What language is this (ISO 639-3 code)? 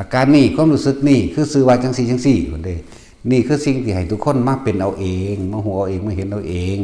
tts